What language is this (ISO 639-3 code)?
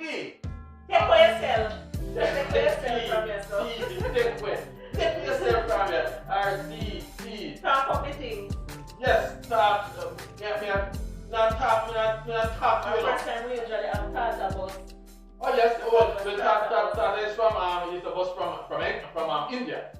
jam